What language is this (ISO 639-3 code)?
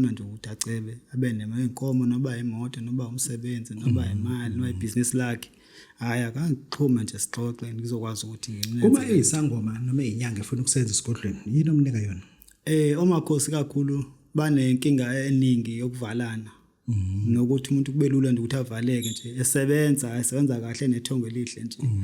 zul